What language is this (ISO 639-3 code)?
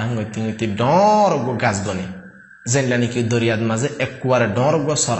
rhg